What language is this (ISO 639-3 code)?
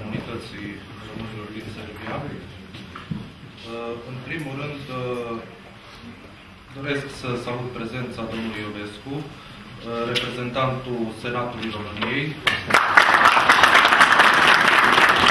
ron